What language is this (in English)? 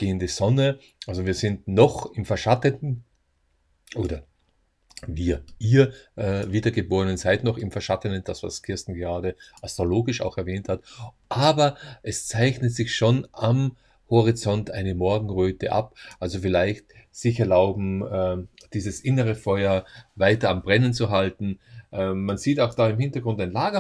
German